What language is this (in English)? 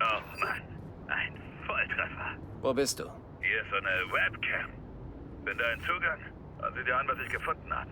Bavarian